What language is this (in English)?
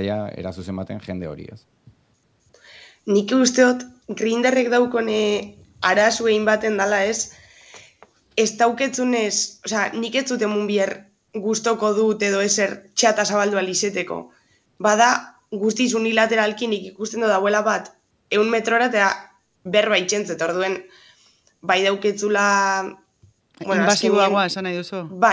Basque